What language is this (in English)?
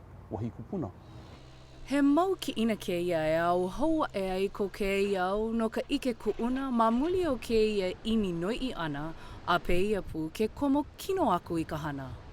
Hawaiian